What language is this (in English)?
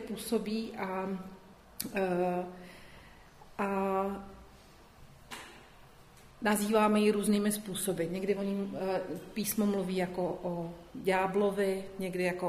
Czech